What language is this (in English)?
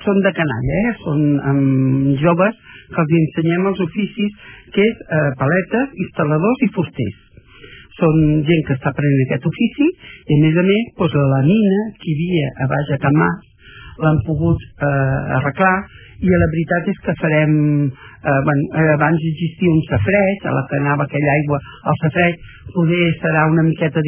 Catalan